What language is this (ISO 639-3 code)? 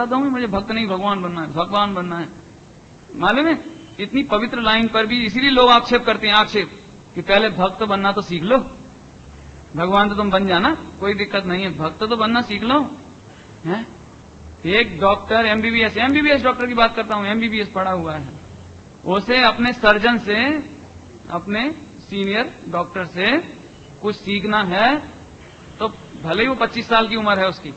hin